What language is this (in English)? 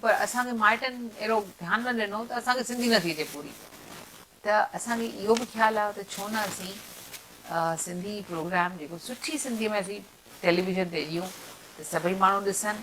Sindhi